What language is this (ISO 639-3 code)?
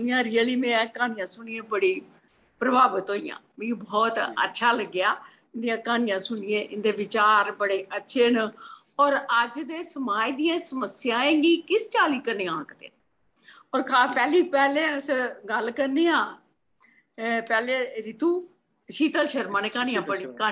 doi